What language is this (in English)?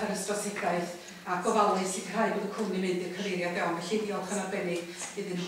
Welsh